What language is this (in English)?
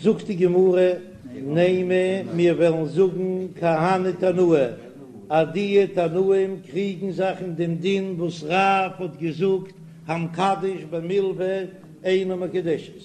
Yiddish